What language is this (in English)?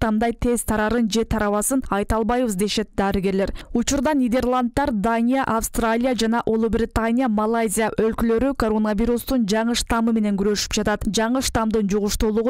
Kyrgyz